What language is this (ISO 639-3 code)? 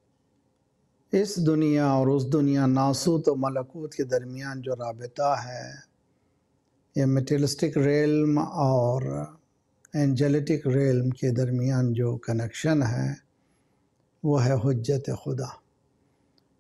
urd